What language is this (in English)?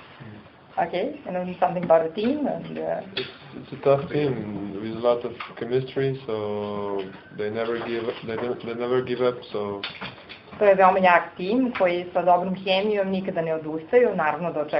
Serbian